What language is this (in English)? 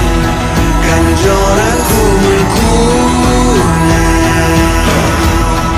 Korean